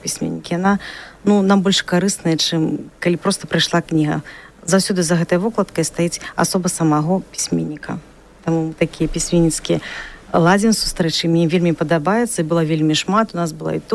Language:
Belarusian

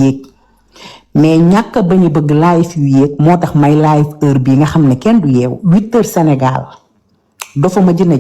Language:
Wolof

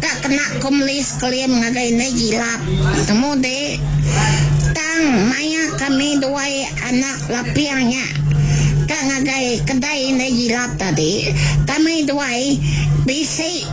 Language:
Iban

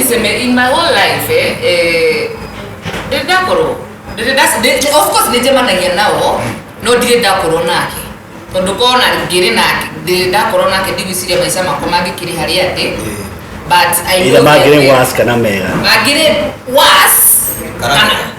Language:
Kikuyu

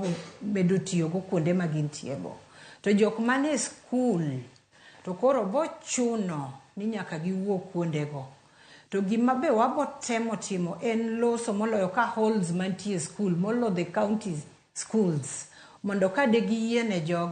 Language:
Luo (Kenya and Tanzania)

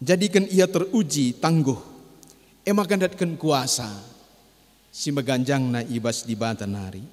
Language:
Batak Karo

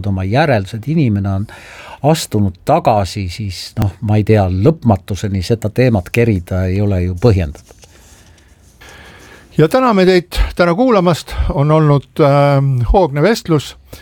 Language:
Estonian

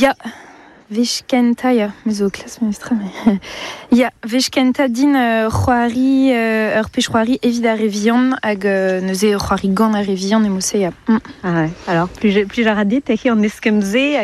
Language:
Breton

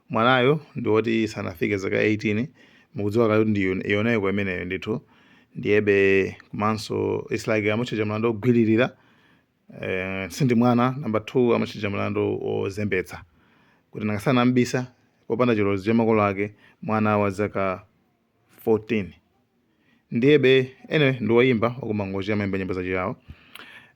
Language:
Nyanja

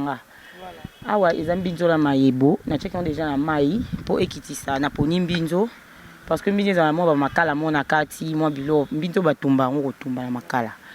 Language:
Lingala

